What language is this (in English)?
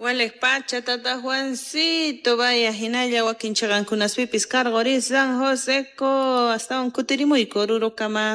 Quechua